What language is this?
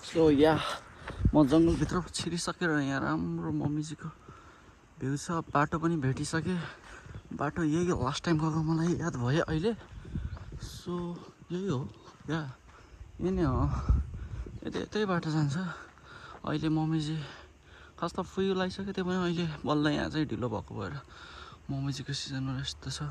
Nepali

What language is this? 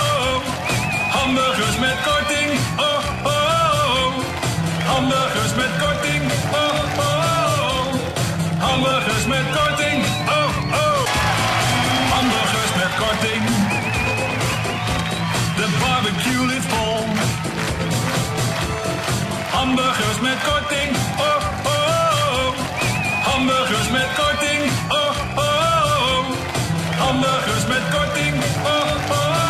Dutch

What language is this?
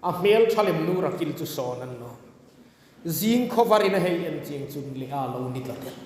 Hmar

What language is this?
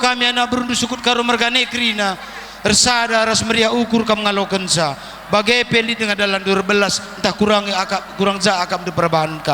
Batak Karo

